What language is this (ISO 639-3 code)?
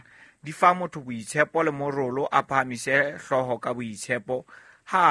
sot